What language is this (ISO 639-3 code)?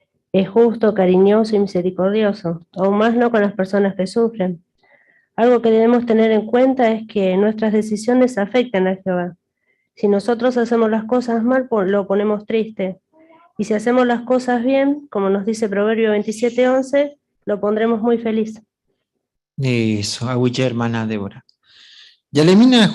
grn